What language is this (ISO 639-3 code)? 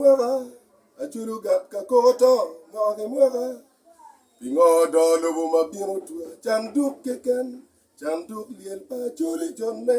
ach